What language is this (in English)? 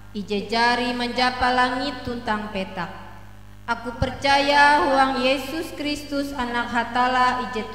Ngaju